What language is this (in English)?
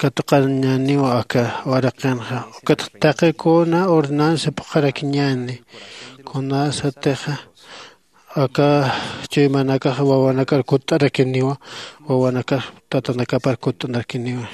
Aymara